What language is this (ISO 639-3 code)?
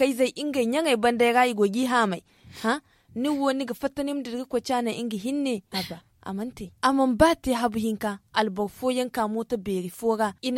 dje